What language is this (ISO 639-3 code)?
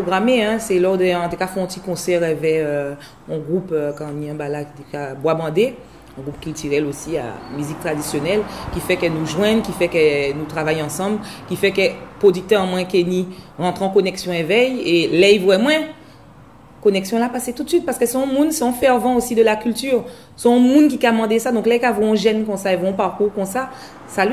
gcf